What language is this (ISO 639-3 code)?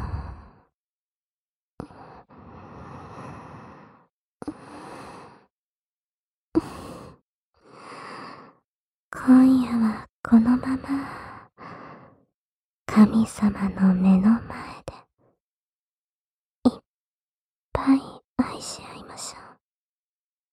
jpn